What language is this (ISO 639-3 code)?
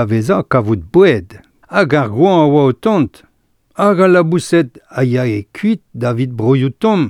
bre